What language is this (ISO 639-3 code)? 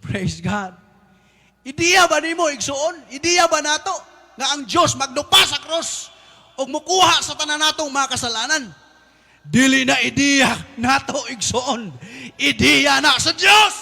ceb